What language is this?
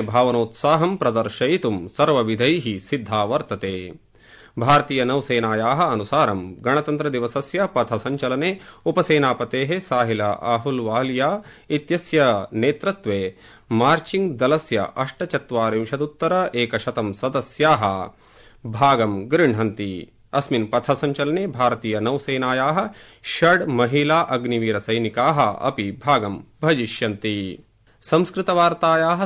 Sanskrit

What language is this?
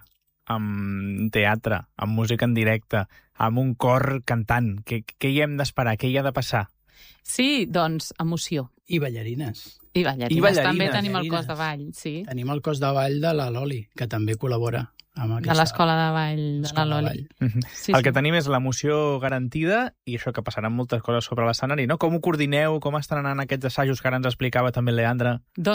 Catalan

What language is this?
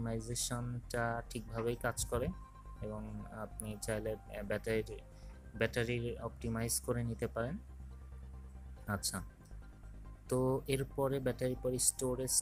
Bangla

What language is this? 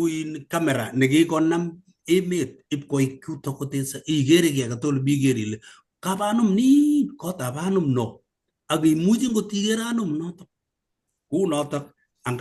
Kalenjin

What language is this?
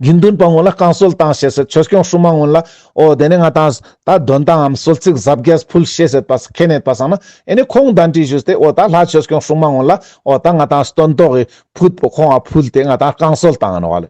Ladakhi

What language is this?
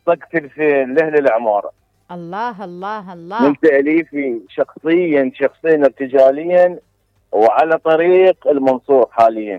Mesopotamian Arabic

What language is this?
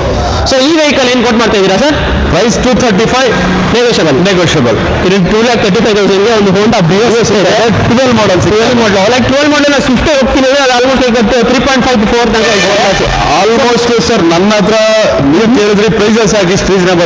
Kannada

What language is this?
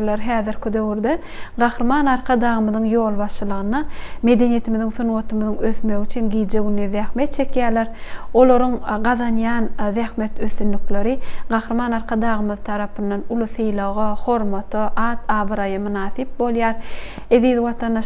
Turkmen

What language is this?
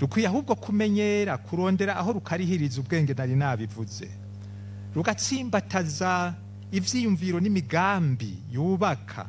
Rundi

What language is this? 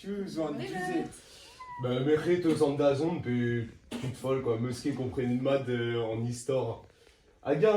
Breton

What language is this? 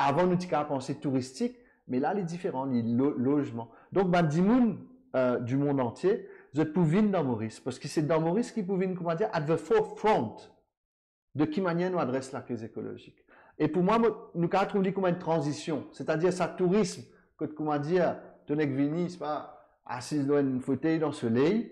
Morisyen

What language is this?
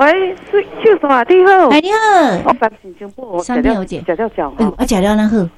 Min Nan Chinese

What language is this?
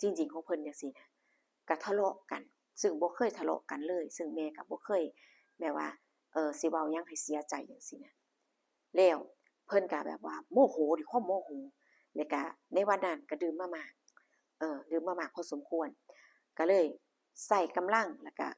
Lao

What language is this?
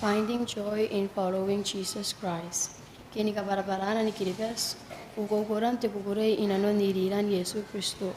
Gilbertese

